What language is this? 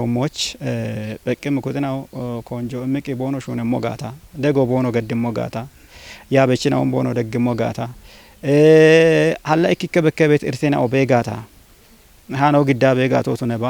Kafa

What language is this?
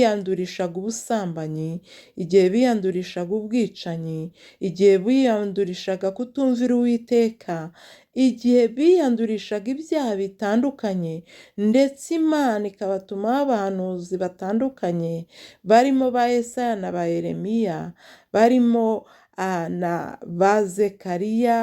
Kinyarwanda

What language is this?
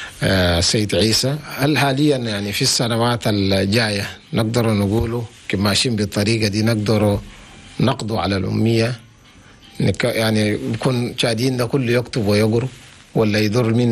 Chadian Arabic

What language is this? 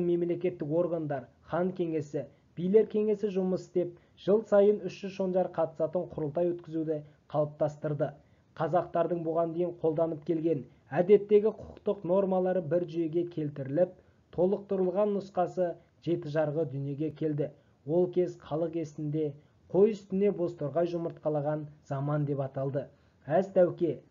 Kazakh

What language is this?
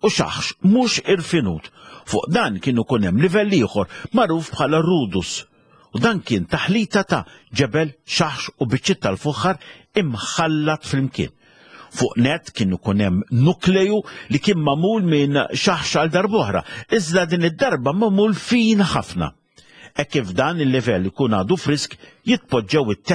Maltese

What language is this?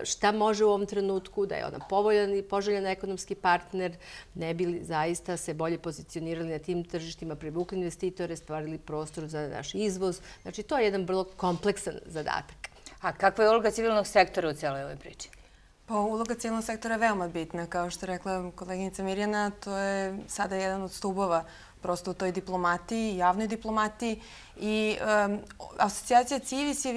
Serbian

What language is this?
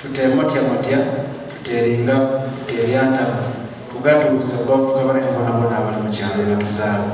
Soga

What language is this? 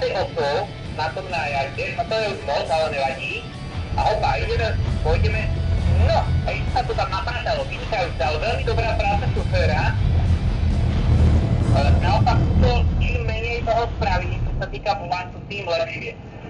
Slovak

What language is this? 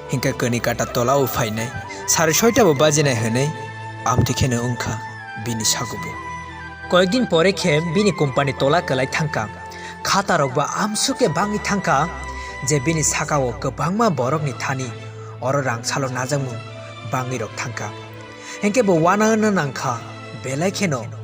Kok Borok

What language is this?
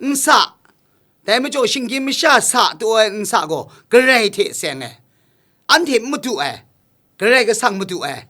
Kachin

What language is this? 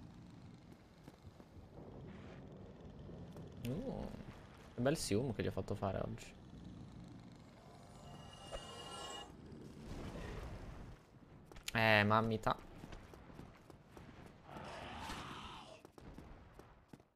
Italian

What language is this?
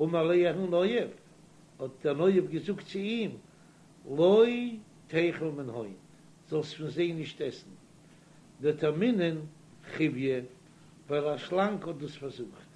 Yiddish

